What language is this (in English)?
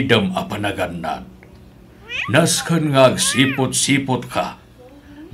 Iloko